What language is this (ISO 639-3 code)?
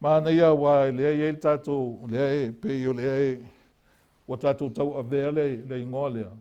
smo